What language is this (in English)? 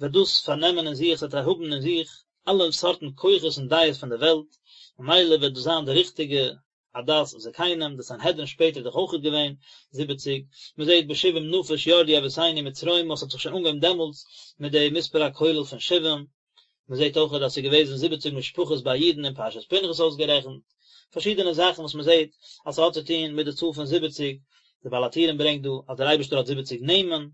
Yiddish